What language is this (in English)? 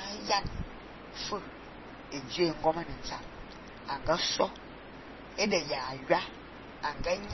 Fang